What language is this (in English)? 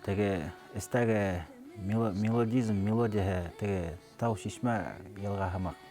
Bashkir